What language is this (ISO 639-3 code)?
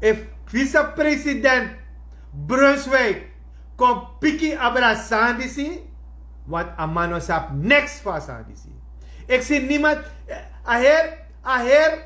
srn